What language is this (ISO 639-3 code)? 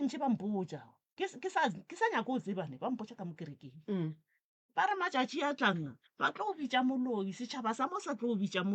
nso